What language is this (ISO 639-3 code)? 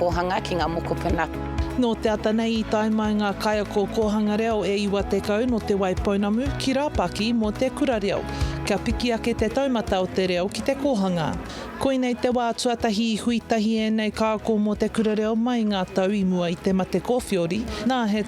mri